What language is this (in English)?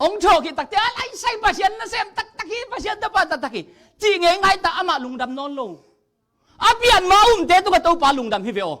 Tedim Chin